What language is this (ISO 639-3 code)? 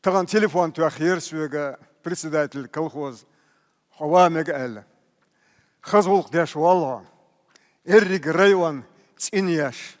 che